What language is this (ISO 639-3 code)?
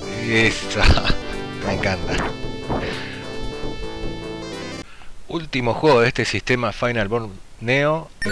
spa